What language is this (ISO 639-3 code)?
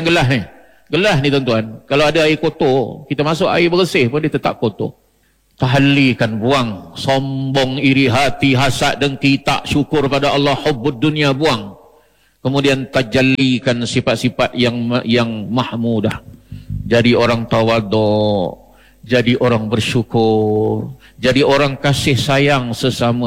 msa